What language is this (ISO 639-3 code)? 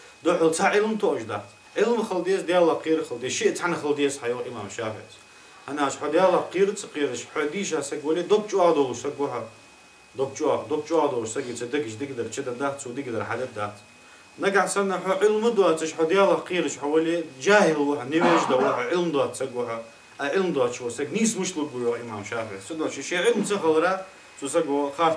inh